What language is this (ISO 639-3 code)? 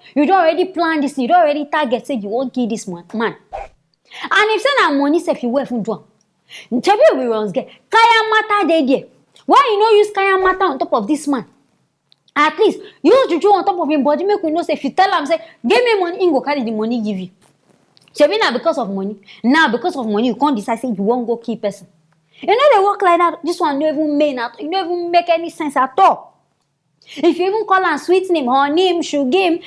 pcm